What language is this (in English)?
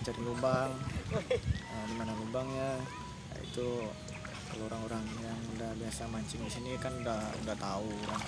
Minangkabau